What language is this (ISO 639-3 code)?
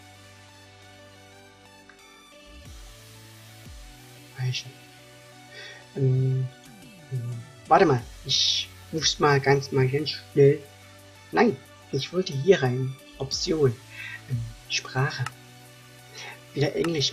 deu